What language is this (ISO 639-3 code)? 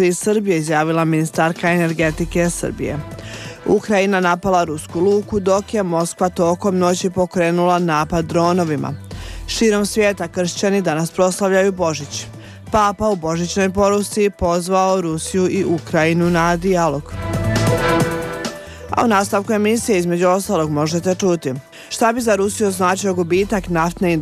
bos